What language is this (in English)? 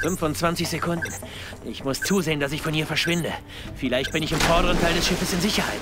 Bavarian